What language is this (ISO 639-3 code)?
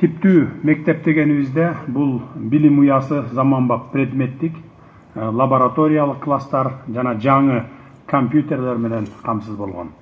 kir